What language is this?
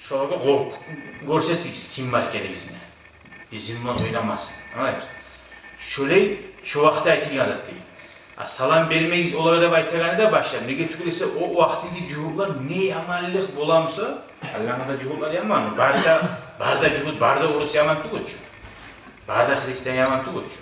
Kumyk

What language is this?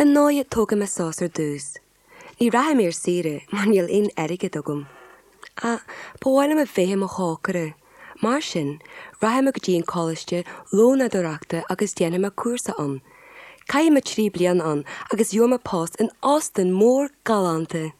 Irish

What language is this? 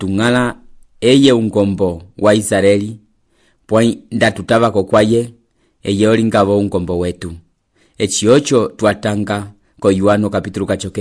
Umbundu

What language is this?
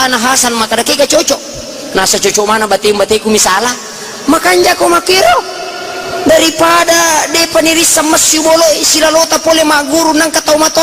Buginese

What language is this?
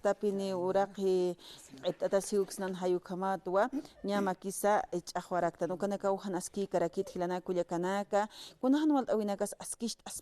Aymara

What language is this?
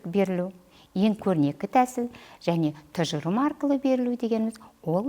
Kazakh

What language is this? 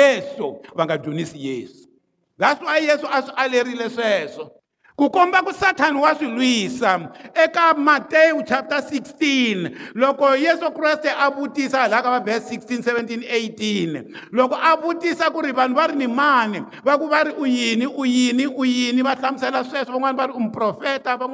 Tsonga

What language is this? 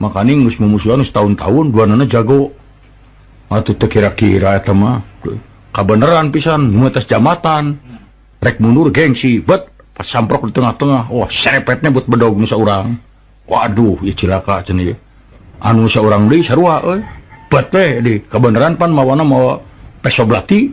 Sundanese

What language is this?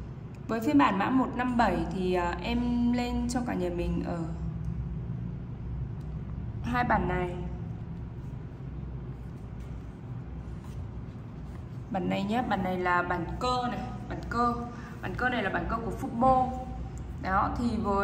Vietnamese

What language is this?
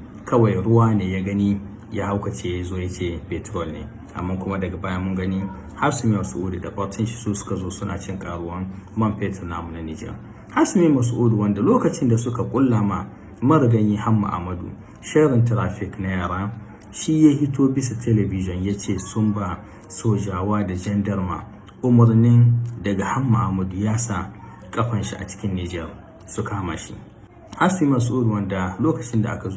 Hausa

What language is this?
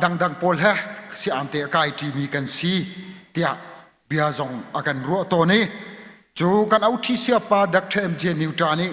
Hakha Chin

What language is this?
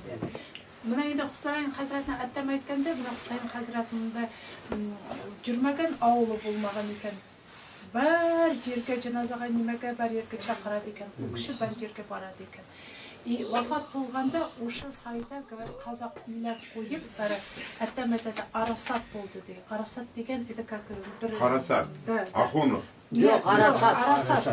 Tatar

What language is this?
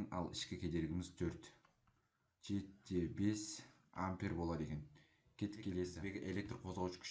Kazakh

